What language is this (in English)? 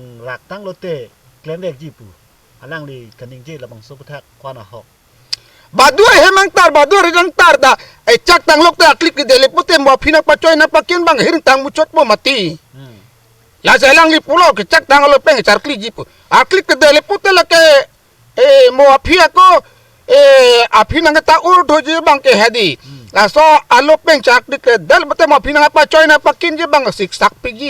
Karbi